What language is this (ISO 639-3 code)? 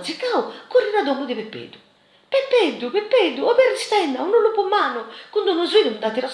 srd